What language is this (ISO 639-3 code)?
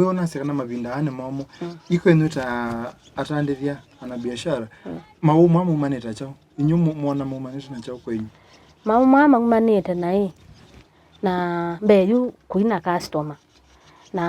kam